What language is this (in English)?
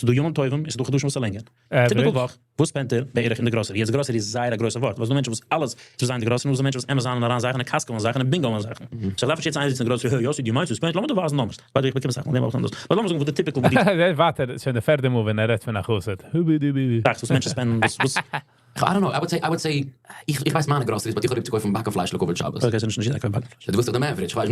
Yiddish